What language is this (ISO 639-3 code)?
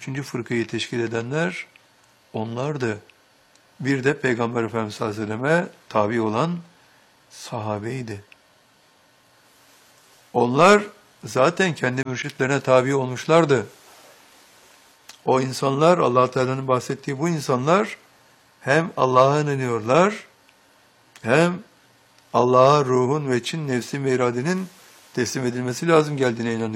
tur